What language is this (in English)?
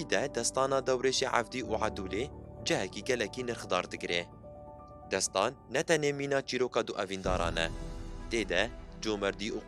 Kurdish